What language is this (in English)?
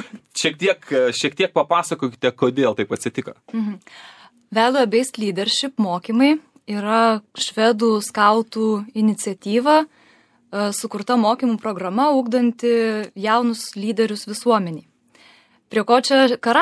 Lithuanian